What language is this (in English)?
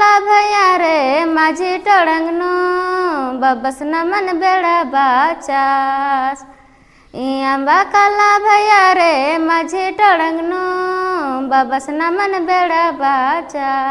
Kurukh